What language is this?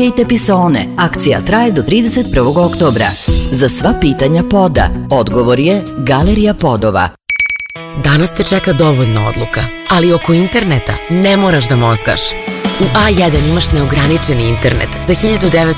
Serbian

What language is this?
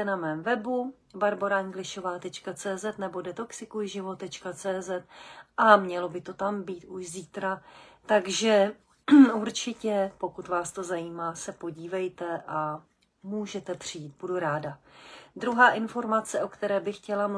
Czech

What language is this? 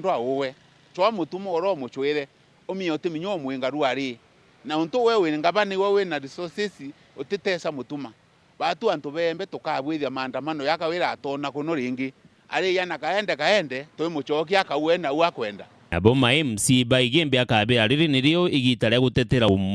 Meru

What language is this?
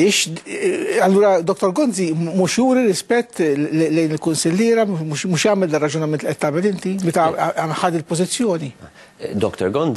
Maltese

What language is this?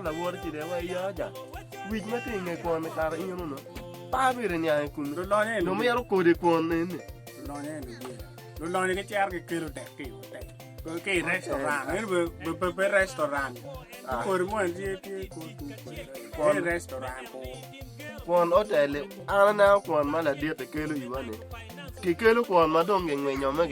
Acoli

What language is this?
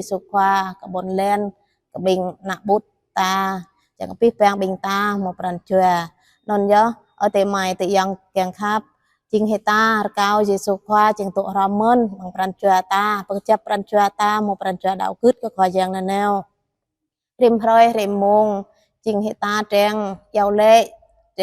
Jarai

